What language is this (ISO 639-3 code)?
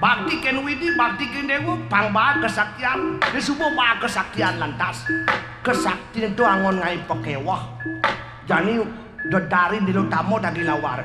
ban